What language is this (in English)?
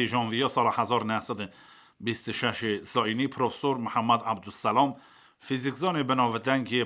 Kurdish